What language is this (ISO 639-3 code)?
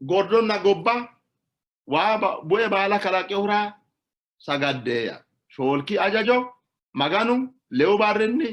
sid